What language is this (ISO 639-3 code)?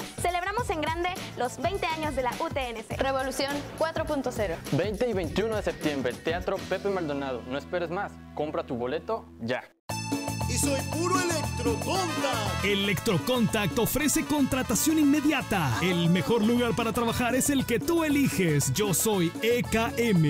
spa